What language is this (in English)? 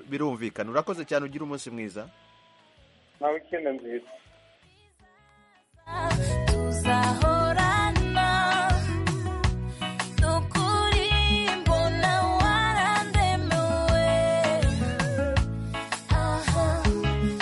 Kinyarwanda